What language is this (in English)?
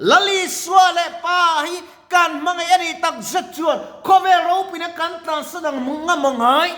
Mizo